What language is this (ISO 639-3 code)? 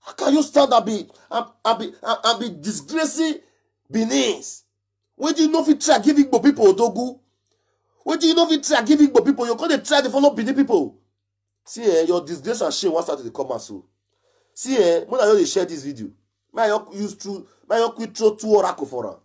pcm